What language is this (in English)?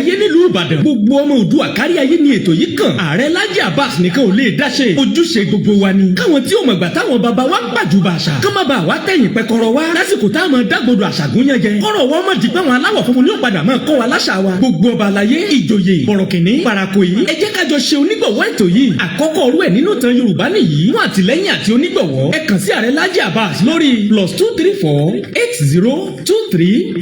Yoruba